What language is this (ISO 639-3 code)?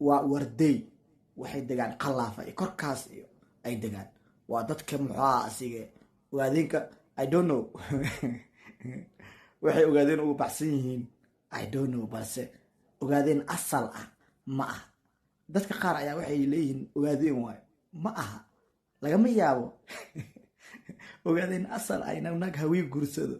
som